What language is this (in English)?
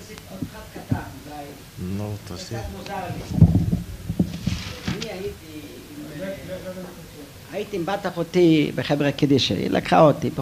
Hebrew